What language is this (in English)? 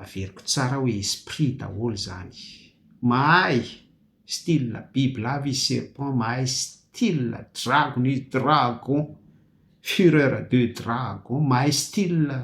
Malagasy